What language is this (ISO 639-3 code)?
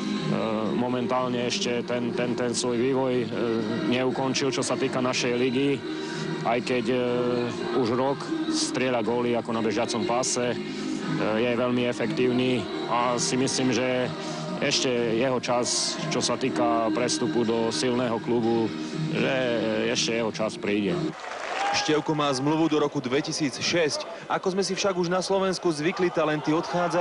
slk